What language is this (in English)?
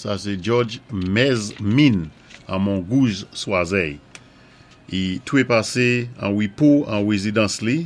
Saint Lucian Creole French